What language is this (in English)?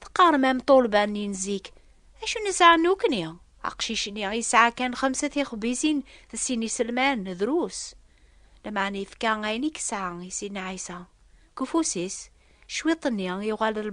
Kabyle